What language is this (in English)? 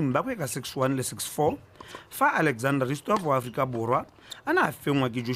Tswana